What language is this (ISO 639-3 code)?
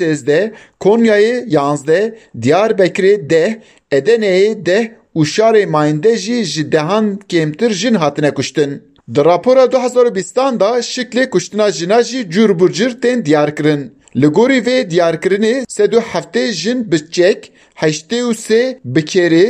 kur